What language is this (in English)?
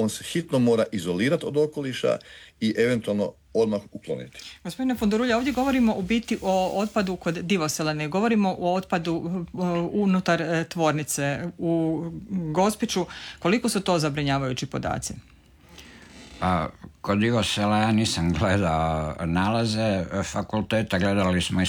Croatian